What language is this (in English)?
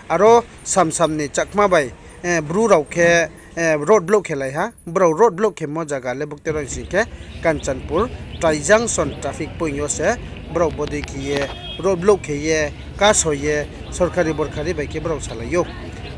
Riang (India)